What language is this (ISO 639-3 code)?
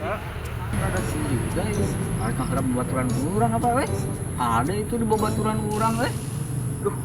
sun